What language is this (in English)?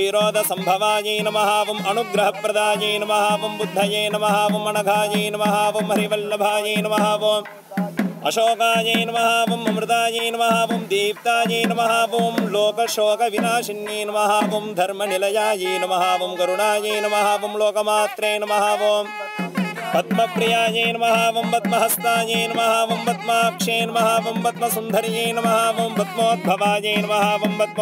Sanskrit